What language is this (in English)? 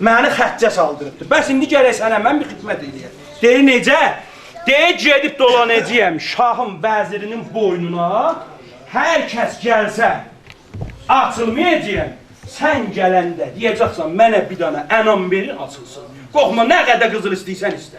South Azerbaijani